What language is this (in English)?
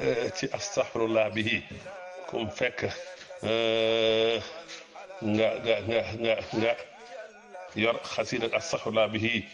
Wolof